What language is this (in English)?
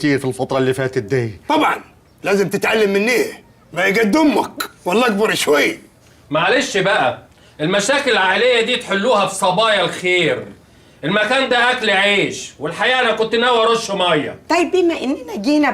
Egyptian Arabic